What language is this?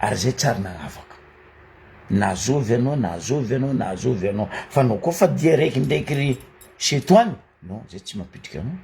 Malagasy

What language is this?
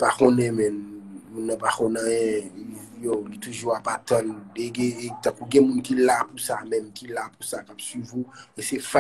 Haitian Creole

